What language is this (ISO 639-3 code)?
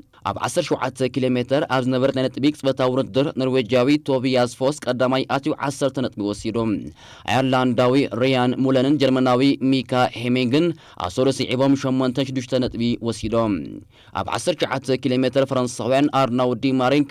tir